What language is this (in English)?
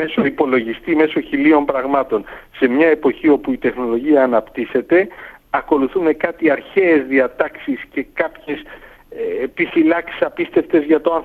Greek